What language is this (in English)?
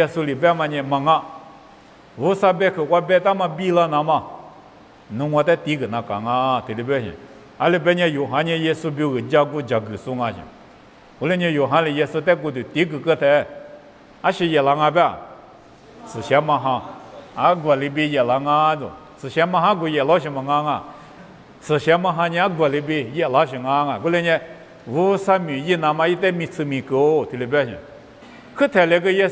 Lisu